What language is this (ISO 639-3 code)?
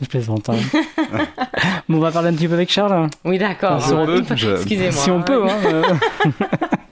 fra